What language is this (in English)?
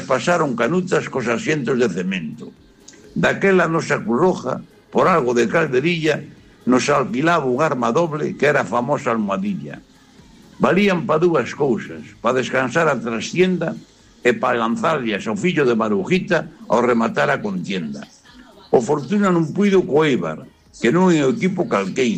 Galician